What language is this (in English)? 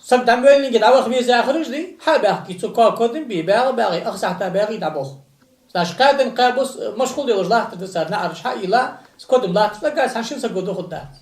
Ingush